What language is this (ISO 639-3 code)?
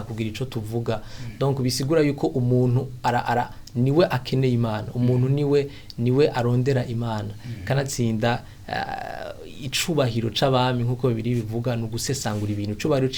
run